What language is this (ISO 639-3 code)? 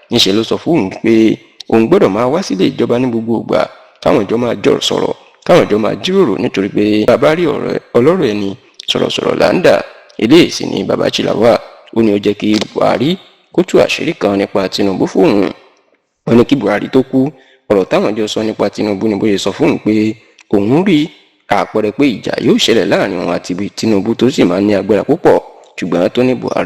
yor